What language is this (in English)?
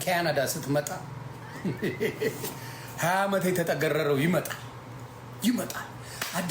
Amharic